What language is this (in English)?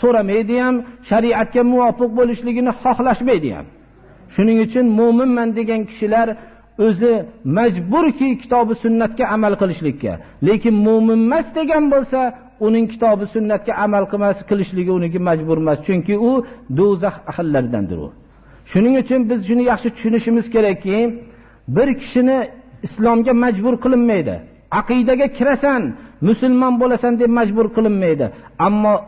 Uzbek